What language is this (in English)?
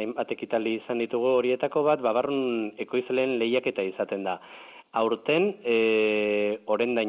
Basque